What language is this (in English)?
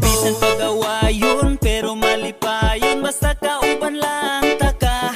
Hiligaynon